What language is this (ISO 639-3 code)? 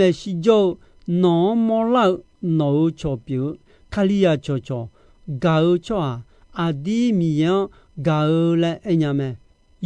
ahk